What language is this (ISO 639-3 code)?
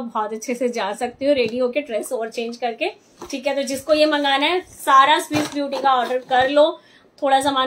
hin